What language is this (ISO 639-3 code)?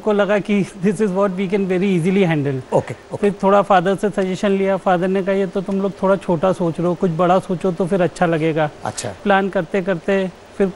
hin